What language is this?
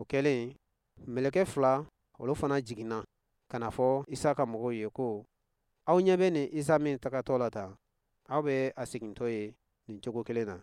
Bambara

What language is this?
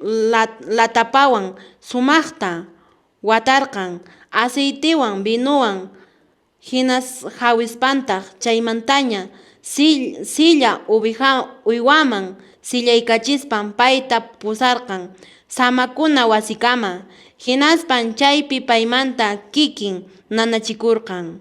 Quechua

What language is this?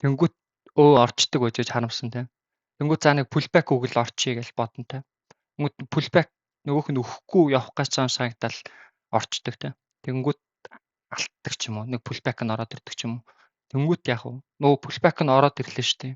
Mongolian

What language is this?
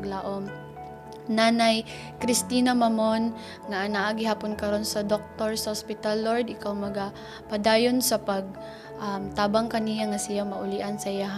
Cebuano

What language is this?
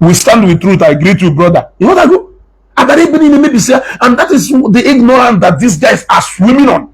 Igbo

